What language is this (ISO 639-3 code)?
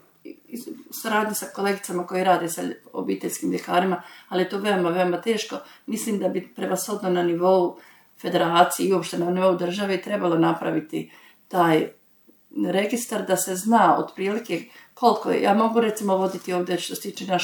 srp